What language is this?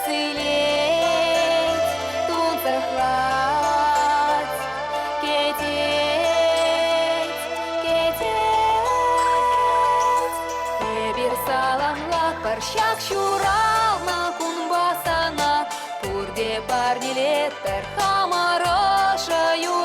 Chuvash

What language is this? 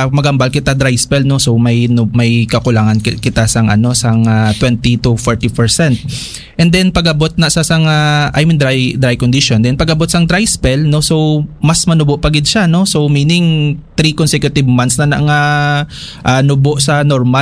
Hiligaynon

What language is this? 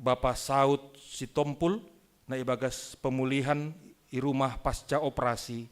Batak Simalungun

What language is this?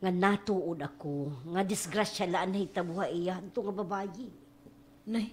Waray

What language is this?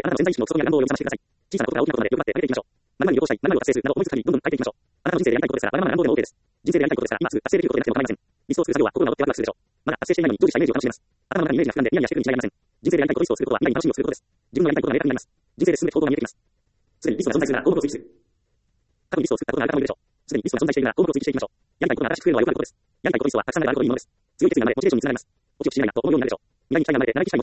Japanese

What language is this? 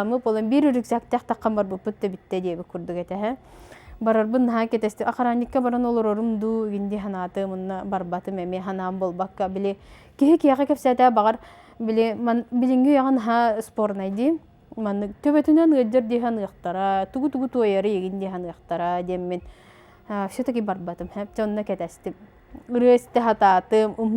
Yakut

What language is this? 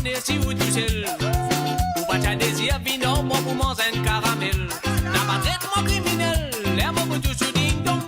Morisyen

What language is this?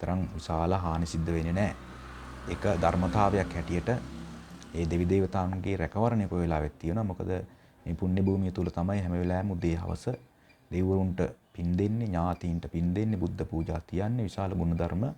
Sinhala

